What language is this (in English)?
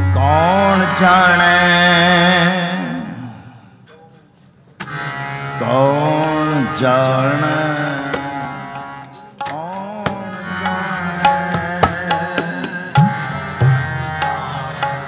Punjabi